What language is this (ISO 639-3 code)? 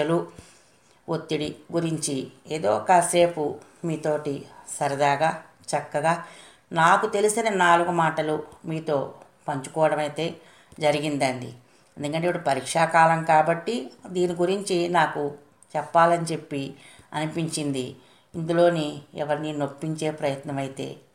tel